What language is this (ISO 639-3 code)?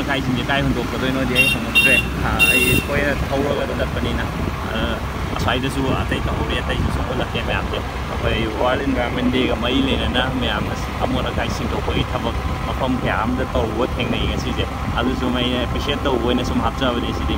mni